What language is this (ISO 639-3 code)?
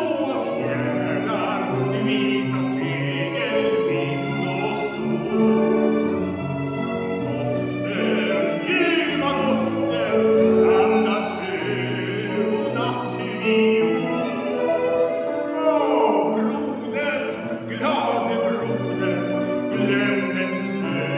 swe